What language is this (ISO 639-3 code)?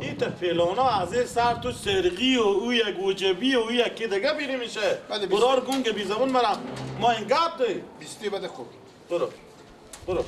fas